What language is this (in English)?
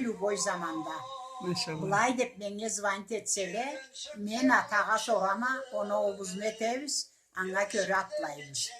Karachay-Balkar